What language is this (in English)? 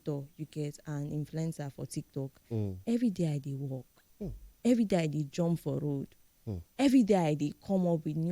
Nigerian Pidgin